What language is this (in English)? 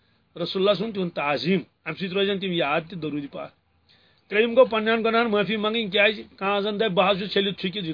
Kashmiri